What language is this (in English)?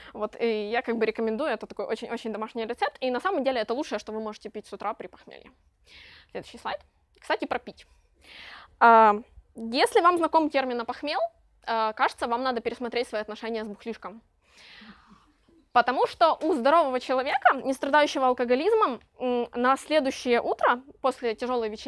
Russian